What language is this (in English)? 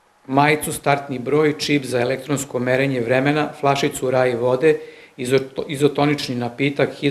Serbian